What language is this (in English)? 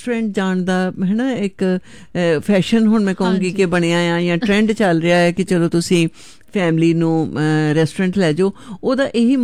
Punjabi